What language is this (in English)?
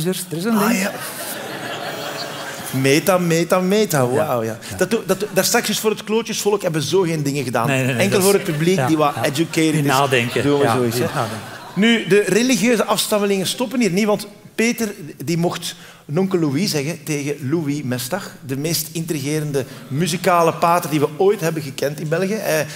Dutch